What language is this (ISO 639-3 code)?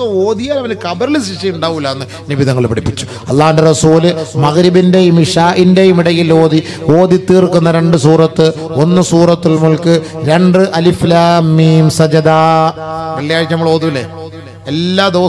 mal